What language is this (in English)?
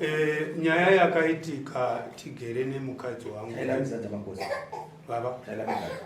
Shona